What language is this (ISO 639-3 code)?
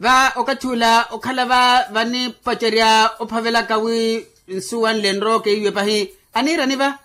vmw